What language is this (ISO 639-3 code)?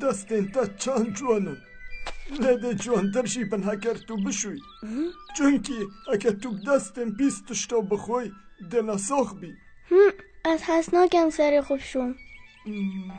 kur